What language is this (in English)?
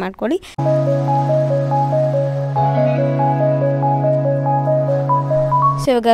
Kannada